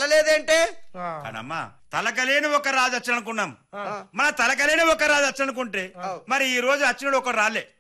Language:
Telugu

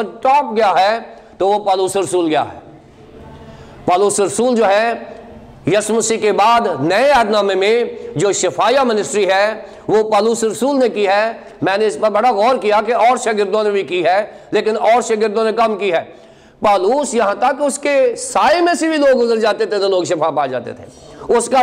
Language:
Urdu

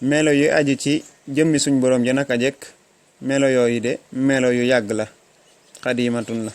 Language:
Wolof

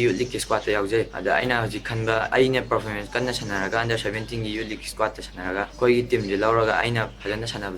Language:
Manipuri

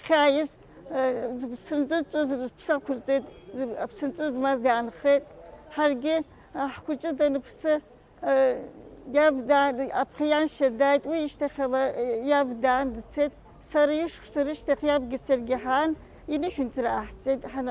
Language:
Abkhazian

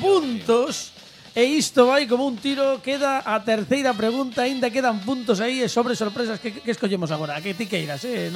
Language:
Galician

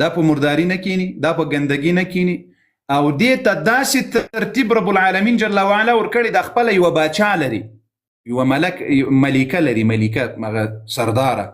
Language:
Pashto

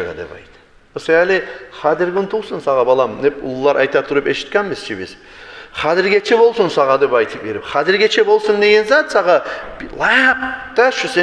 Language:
Kumyk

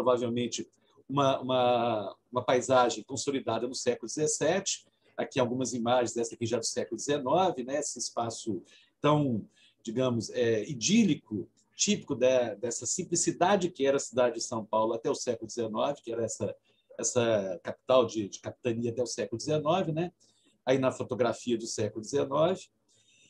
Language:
Portuguese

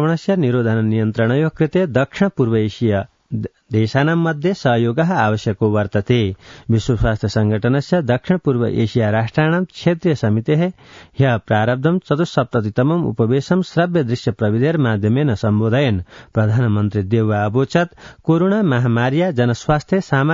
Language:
Sanskrit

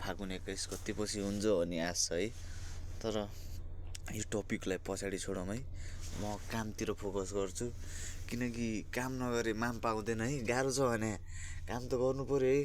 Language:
Nepali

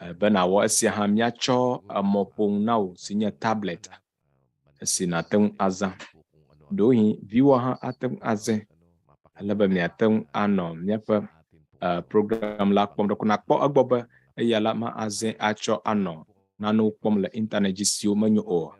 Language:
Ewe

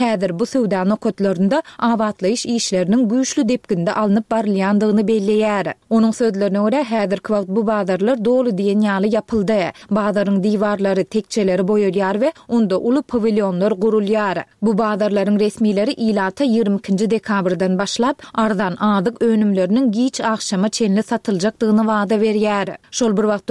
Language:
Turkmen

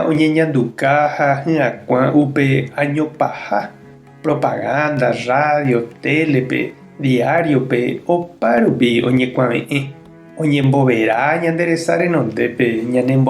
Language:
Guarani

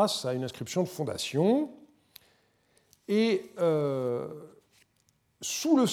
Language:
French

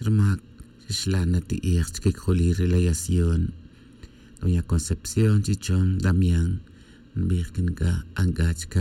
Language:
Tz'utujil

